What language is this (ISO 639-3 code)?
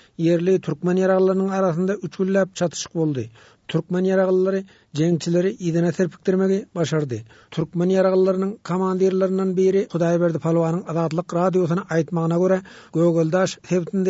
tuk